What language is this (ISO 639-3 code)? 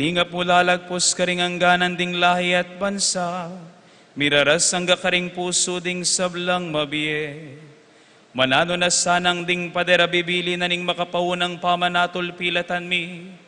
pam